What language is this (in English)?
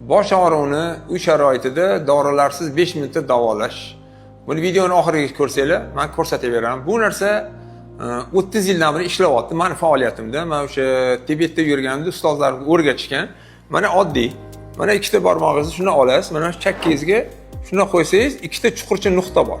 Uzbek